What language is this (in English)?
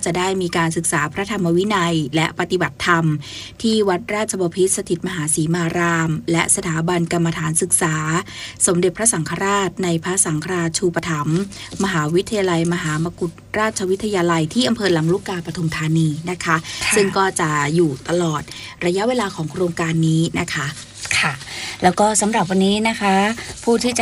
Thai